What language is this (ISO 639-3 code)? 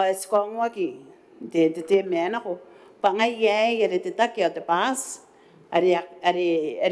gil